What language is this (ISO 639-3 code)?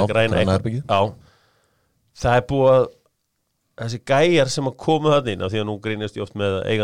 isl